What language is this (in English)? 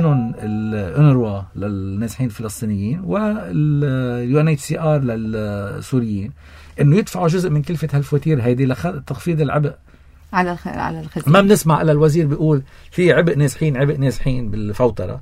North Levantine Arabic